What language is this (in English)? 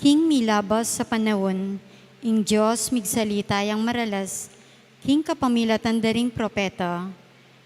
Pampanga